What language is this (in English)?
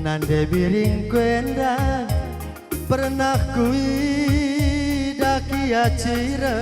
Batak Karo